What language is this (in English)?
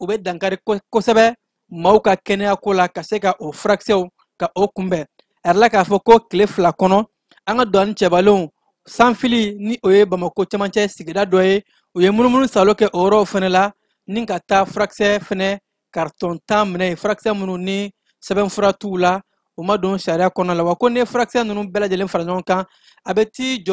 Bambara